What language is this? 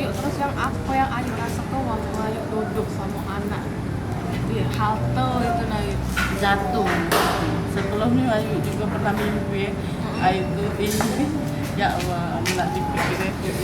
Musi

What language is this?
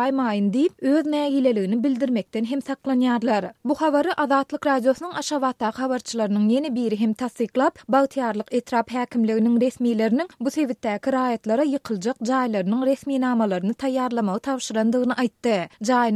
Turkmen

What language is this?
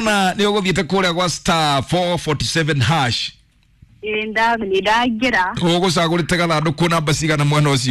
Kikuyu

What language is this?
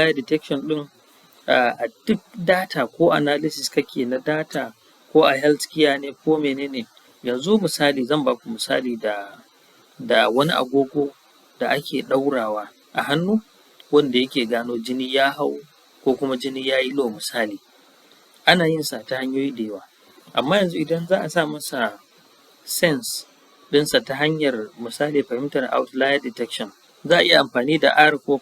Hausa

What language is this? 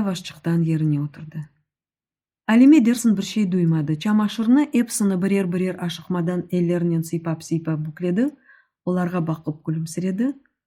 Crimean Tatar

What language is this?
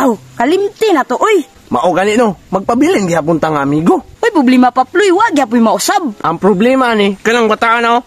Cebuano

